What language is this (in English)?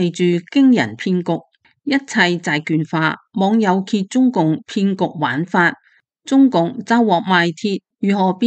Cantonese